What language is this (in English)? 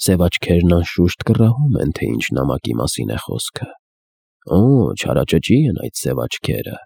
Armenian